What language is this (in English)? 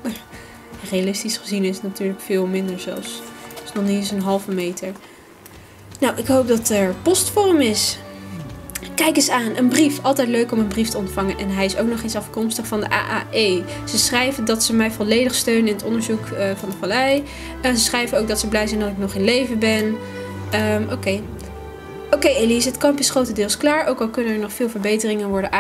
Dutch